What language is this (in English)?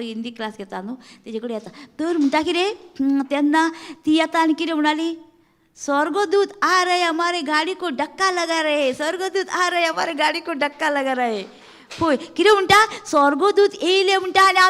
Konkani